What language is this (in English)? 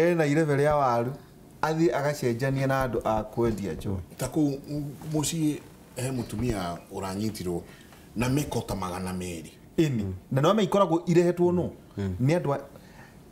Kikuyu